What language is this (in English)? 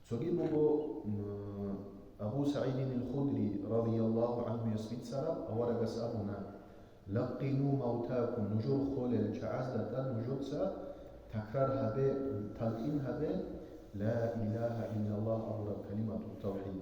Avaric